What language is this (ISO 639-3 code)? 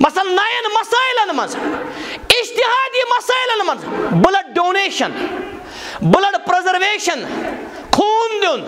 kas